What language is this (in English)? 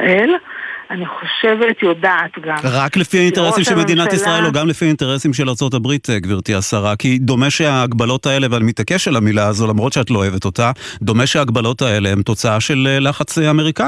Hebrew